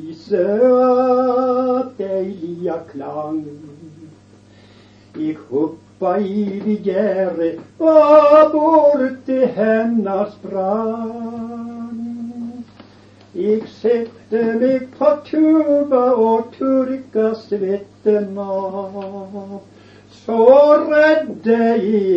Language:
Norwegian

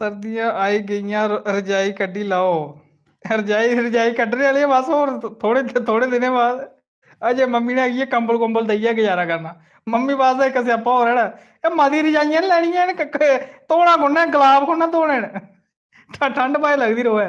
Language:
Dogri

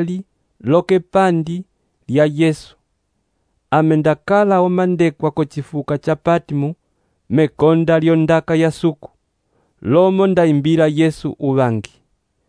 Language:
Umbundu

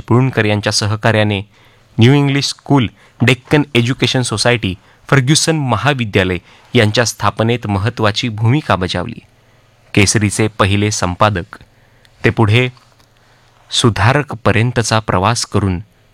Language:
Marathi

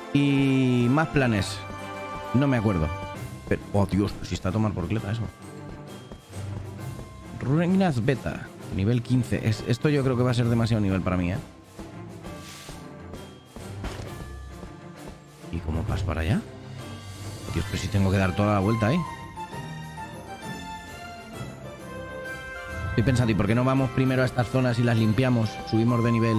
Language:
Spanish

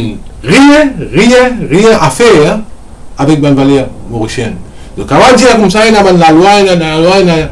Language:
Morisyen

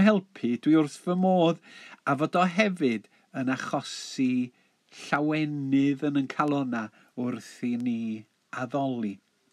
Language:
Welsh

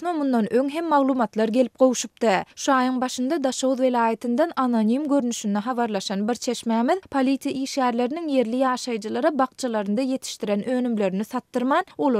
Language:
Turkmen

